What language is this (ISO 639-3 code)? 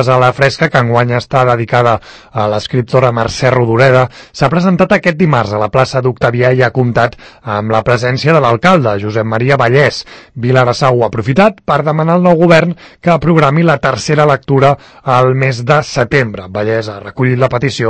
cat